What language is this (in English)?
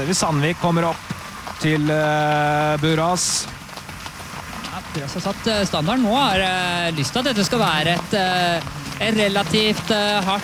Norwegian